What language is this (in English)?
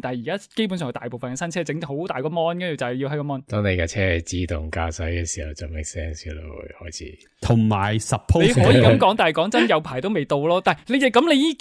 Cantonese